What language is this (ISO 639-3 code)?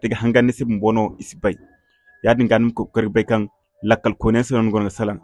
dje